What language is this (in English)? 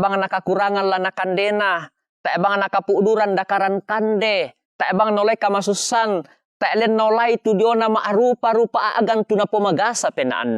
Toraja-Sa'dan